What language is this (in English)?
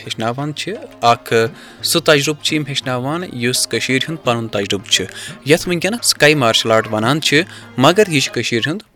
Kashmiri